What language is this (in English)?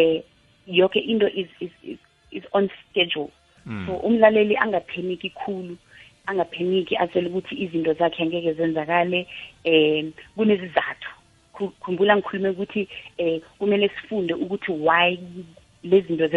South Ndebele